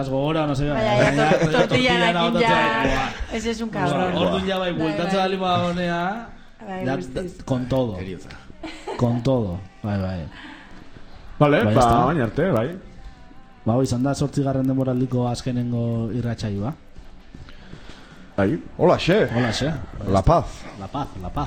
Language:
Basque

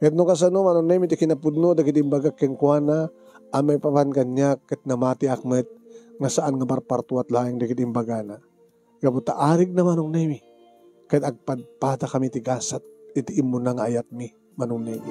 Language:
Iloko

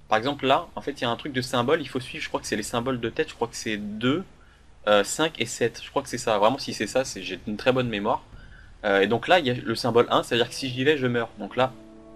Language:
French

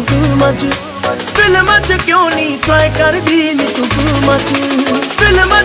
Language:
Punjabi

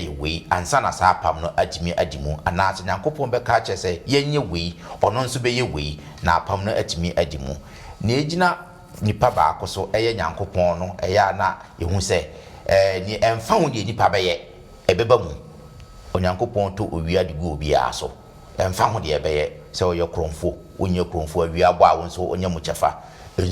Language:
Akan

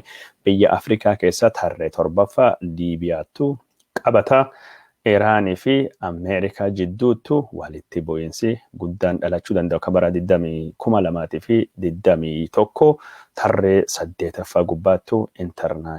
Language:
Oromo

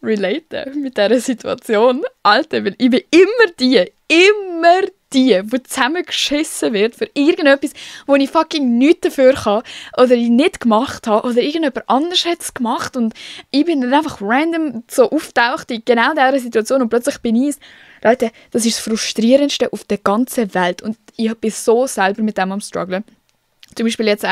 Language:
Swiss German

